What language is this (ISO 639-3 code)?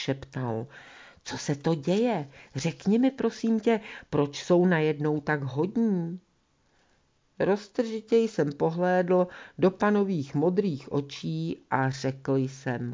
ces